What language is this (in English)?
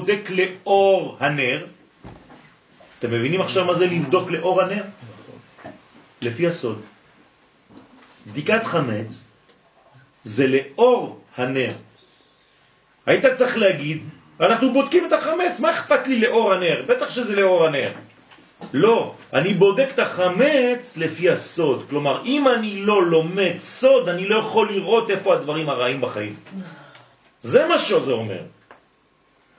Hebrew